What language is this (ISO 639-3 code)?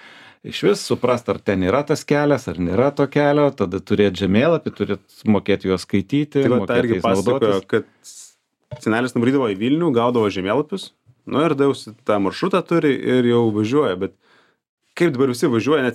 lit